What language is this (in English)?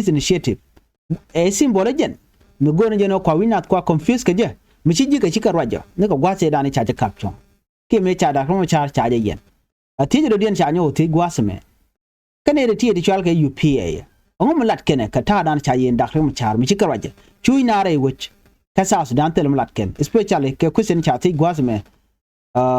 Nuer